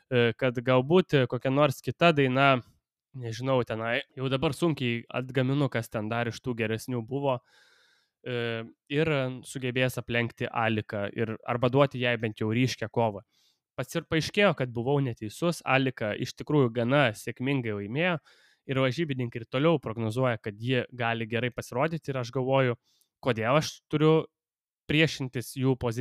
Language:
Lithuanian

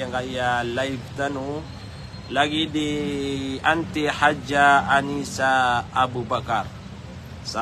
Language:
Maranao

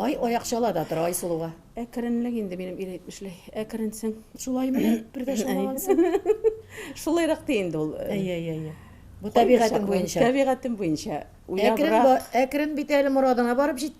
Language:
Tatar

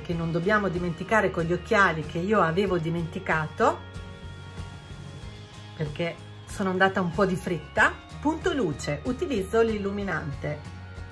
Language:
Italian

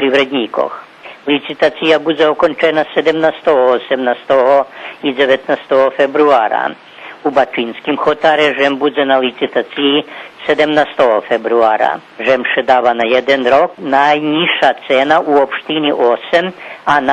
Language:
Rusyn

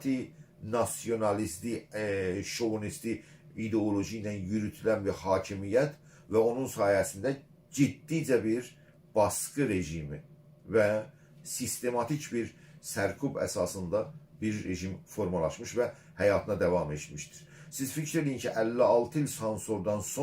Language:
South Azerbaijani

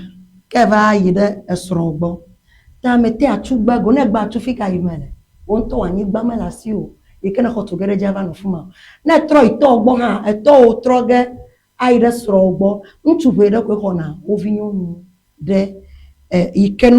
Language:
Ewe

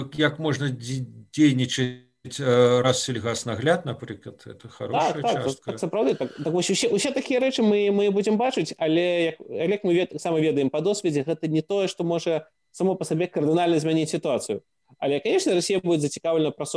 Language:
Belarusian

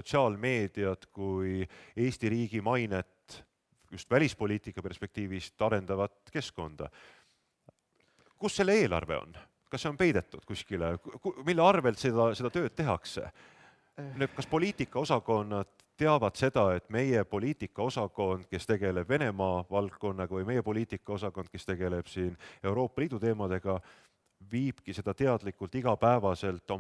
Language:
Estonian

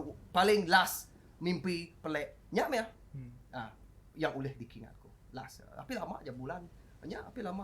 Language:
Iban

